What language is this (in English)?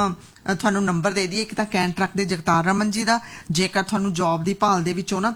Punjabi